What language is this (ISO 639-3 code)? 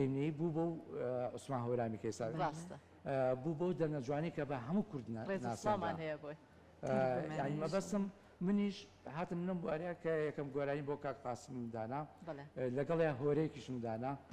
ckb